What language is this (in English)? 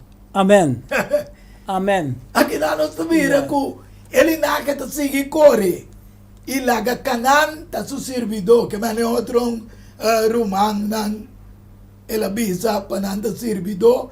Papiamento